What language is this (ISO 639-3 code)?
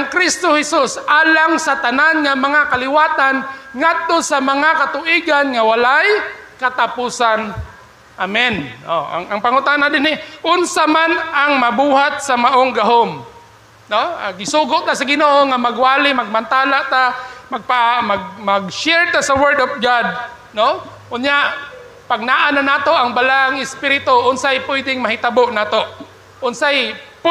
ceb